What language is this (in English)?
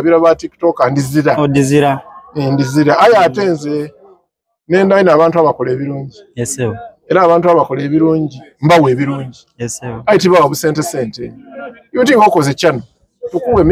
Soga